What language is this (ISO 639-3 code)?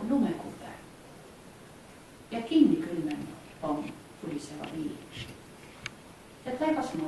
est